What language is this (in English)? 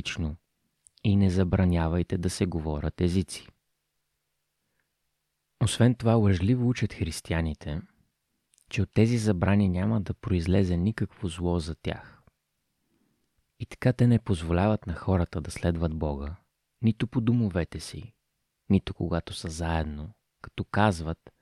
Bulgarian